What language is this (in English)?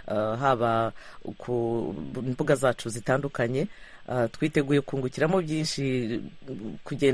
Kinyarwanda